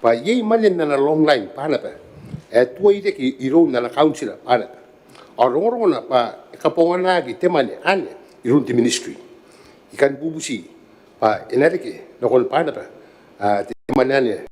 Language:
Gilbertese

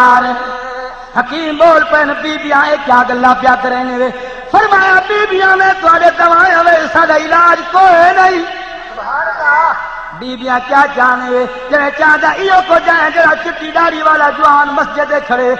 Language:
Saraiki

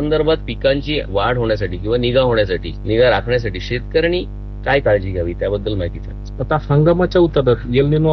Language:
Marathi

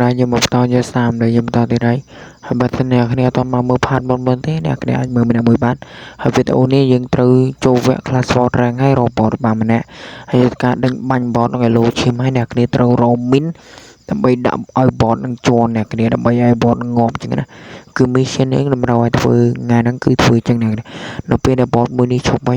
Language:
Khmer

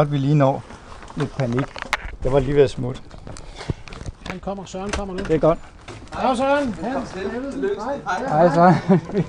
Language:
Danish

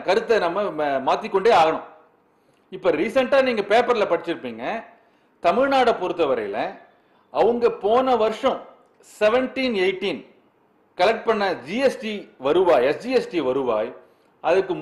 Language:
Tamil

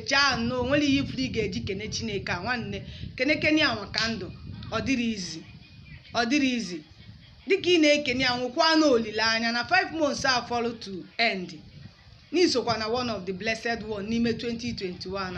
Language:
Igbo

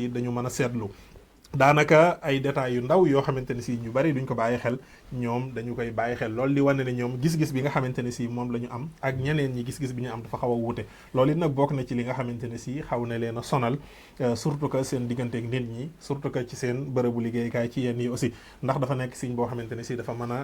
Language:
Wolof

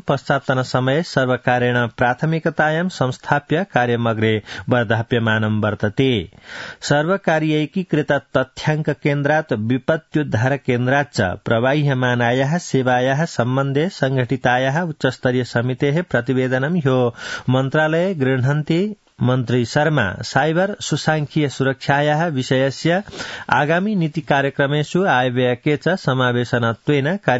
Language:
Sanskrit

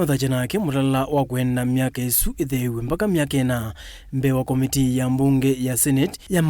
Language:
Kamba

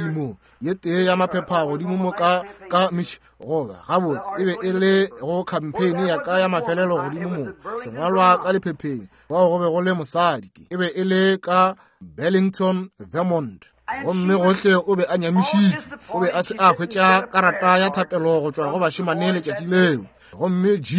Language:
Northern Sotho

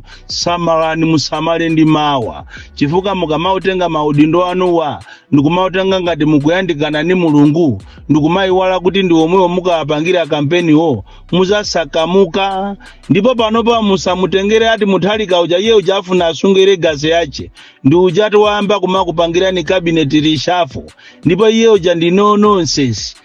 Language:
Nyanja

